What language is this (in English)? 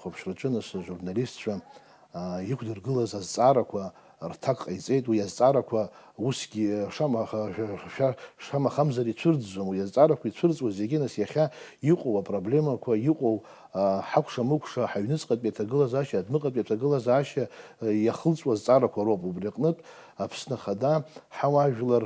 Abkhazian